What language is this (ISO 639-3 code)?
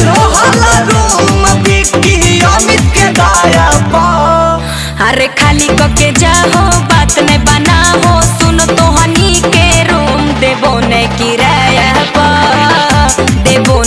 mag